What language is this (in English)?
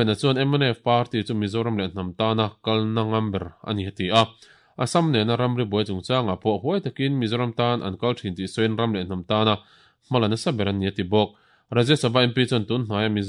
Mizo